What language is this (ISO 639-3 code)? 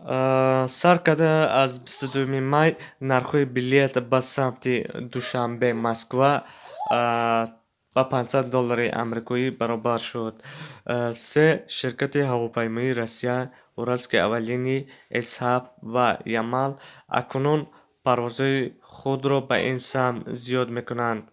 tgk